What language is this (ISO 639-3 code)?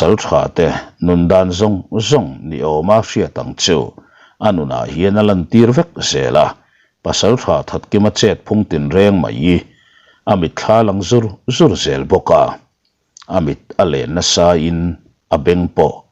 lus